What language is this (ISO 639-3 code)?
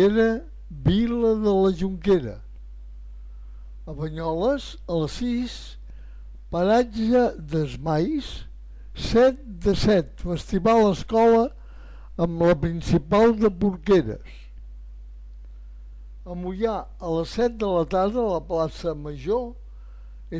cat